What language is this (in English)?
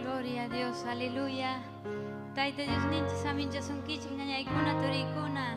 Ayacucho Quechua